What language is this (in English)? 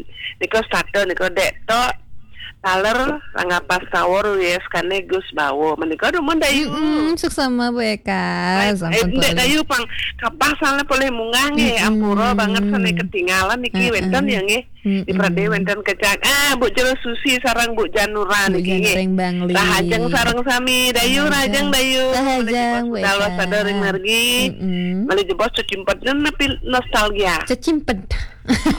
Balinese